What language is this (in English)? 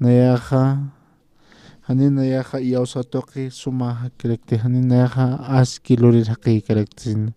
Aymara